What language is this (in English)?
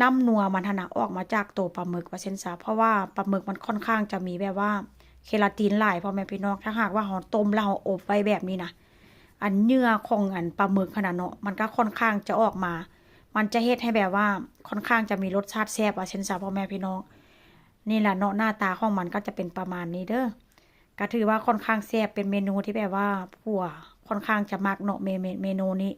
Lao